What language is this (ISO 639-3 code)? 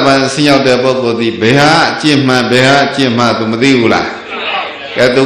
mya